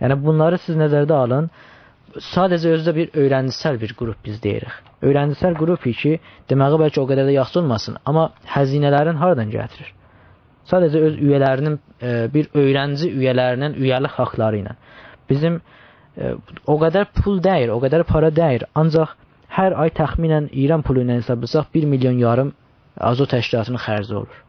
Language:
South Azerbaijani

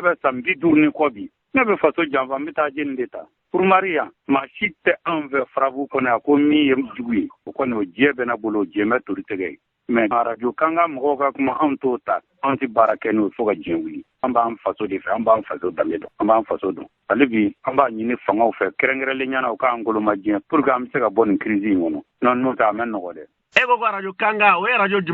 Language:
Bambara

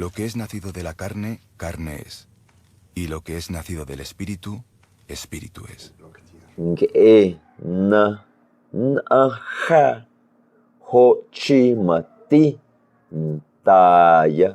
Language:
Guerrero Amuzgo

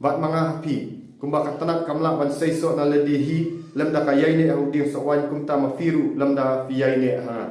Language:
Khasi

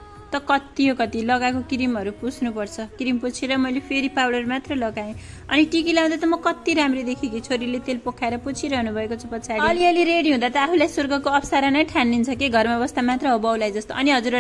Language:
Nepali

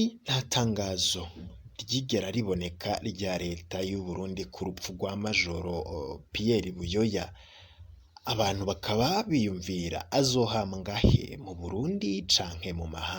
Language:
Rundi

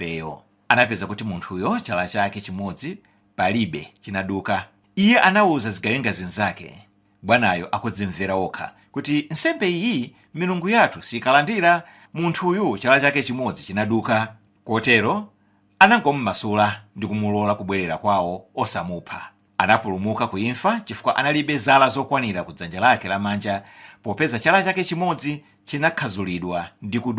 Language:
Nyanja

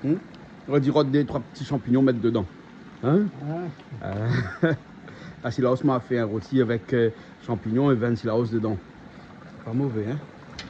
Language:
Réunion Creole French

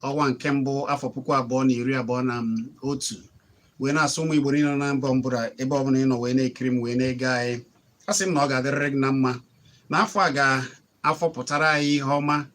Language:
Igbo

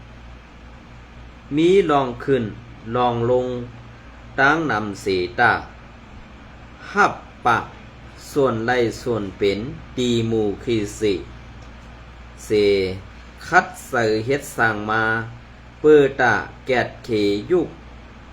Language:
Shan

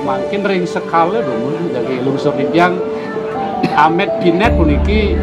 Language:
Balinese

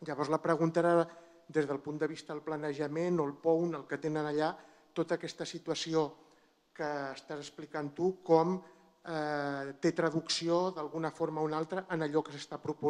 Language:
Catalan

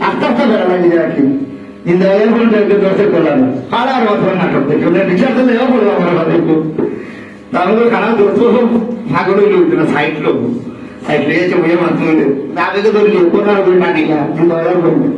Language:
Sylheti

